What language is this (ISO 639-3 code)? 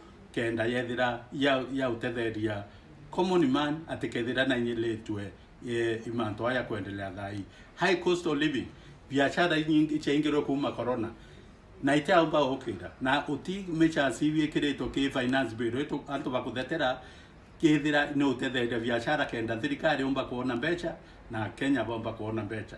mer